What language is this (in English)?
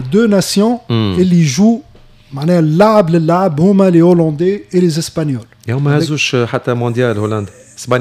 Tunisian Arabic